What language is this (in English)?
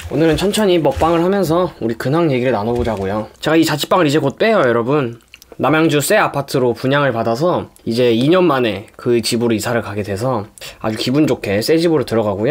Korean